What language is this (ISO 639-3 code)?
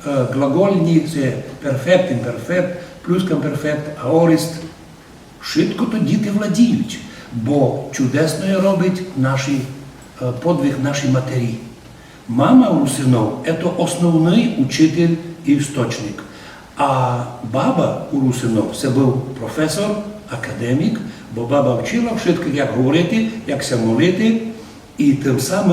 rue